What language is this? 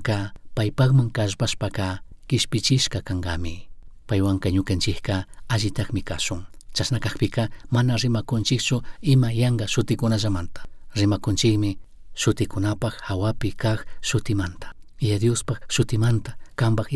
Chimborazo Highland Quichua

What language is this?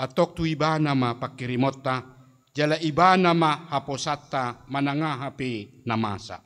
Batak Toba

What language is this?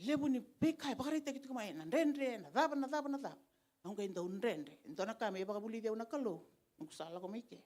Fijian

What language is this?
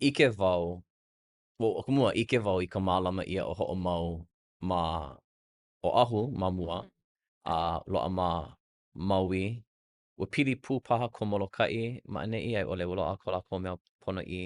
Hawaiian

